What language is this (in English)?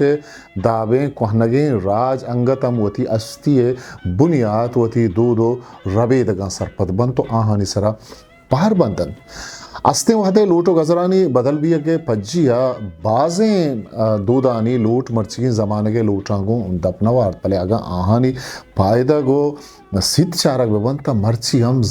Eastern Balochi